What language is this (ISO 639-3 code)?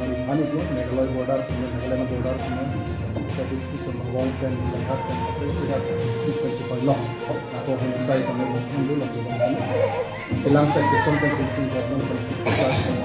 mjw